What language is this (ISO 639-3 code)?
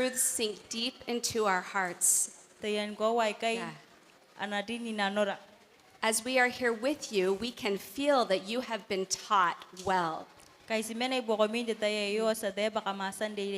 gil